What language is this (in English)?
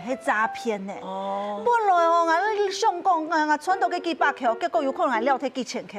Hakka Chinese